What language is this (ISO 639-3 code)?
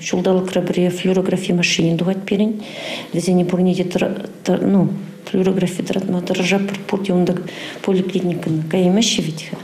chv